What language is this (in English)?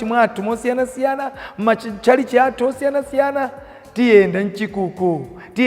Nyanja